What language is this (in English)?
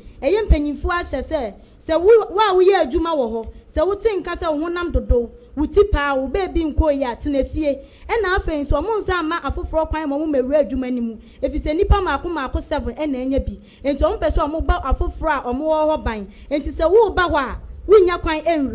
Akan